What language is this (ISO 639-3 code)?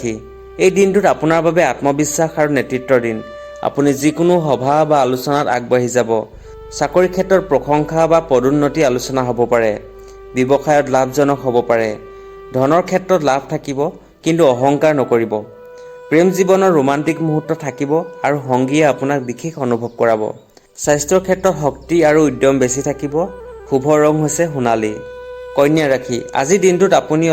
asm